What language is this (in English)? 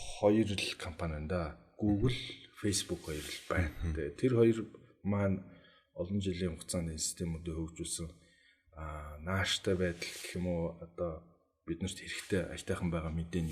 Mongolian